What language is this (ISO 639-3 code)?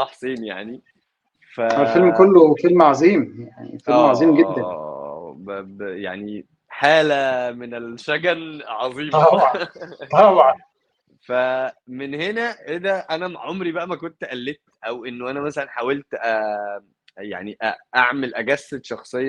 arz